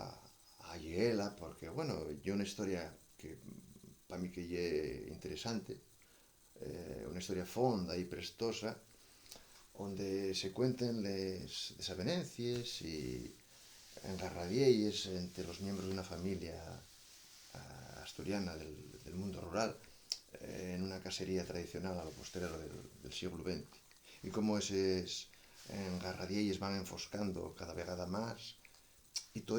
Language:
Asturian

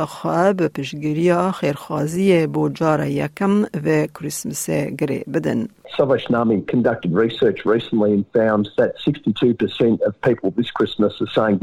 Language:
Kurdish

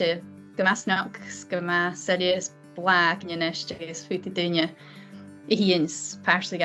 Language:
Scottish Gaelic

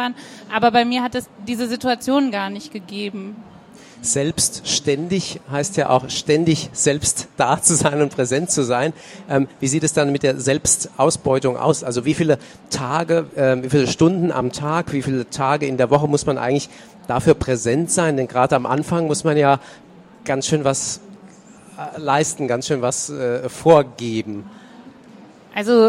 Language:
German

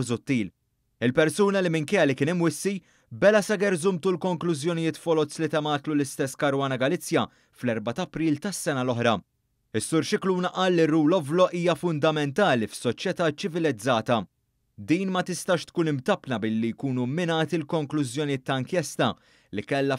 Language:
Maltese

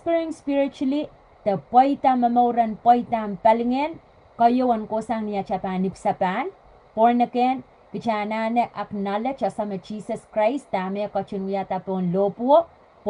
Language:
Pohnpeian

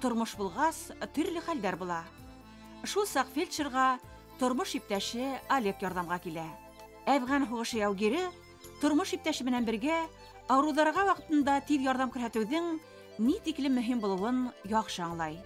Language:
Bashkir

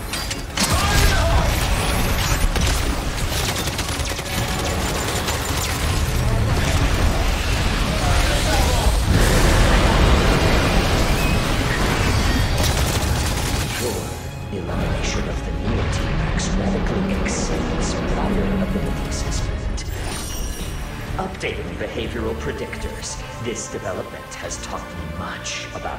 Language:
English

